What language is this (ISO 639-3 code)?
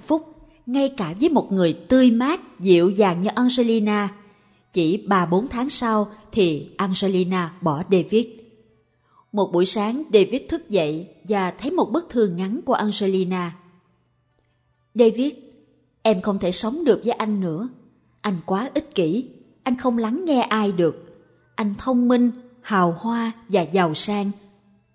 vie